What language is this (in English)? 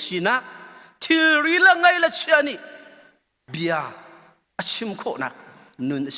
Hakha Chin